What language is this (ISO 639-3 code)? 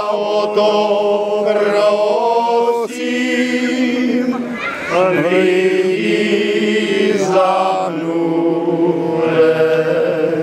ces